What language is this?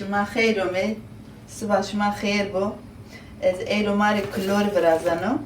Zaza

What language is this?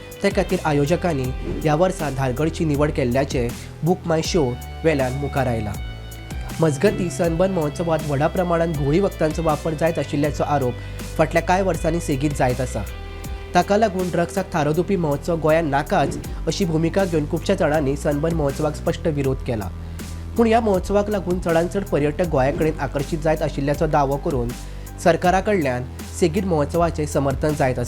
Konkani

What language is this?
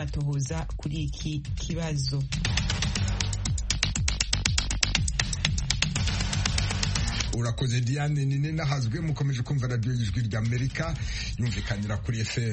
Kinyarwanda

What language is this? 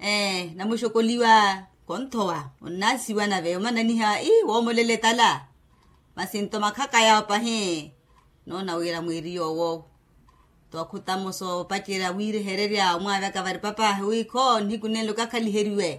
Makhuwa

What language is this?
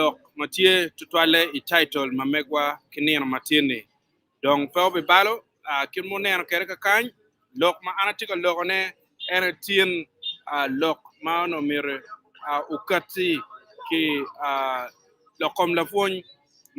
Acoli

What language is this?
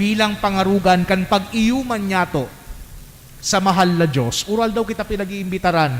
Bikol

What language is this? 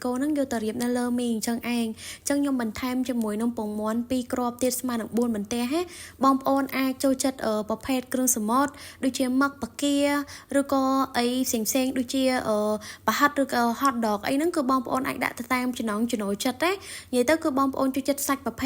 Khmer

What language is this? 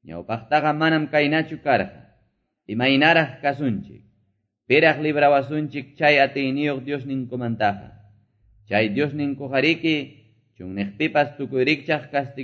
Quechua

